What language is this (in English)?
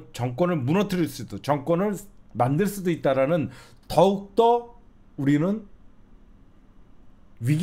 Korean